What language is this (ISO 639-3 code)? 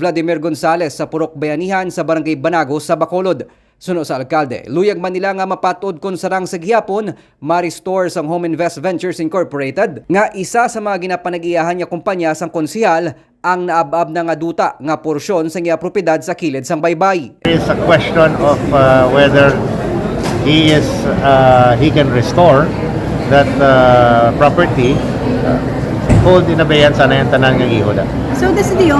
hil